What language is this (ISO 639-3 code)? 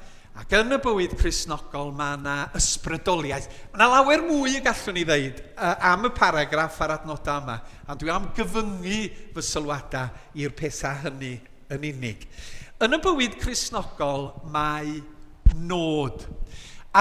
cym